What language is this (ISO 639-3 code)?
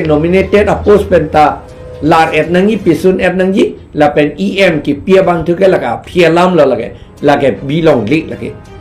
mjw